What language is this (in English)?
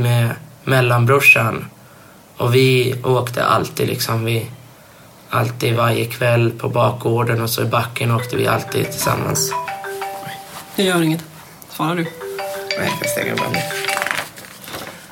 Swedish